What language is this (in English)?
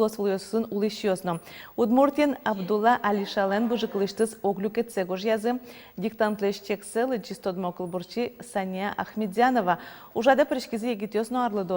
Udmurt